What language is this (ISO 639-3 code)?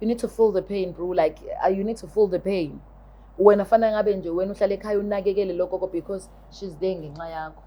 zul